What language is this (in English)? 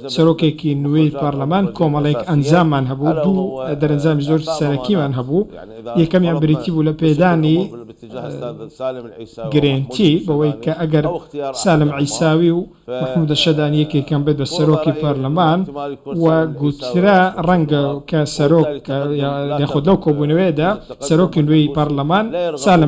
Central Kurdish